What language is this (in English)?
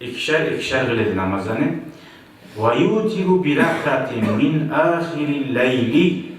Kumyk